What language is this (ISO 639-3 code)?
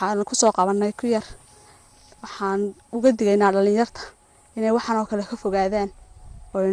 som